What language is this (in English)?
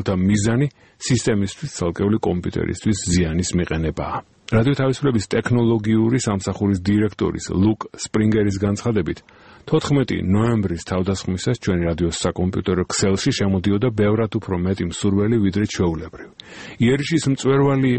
Georgian